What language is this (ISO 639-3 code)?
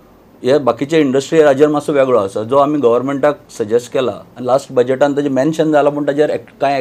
kok